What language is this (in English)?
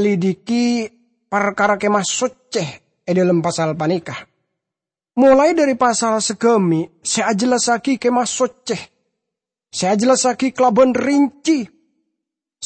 Madurese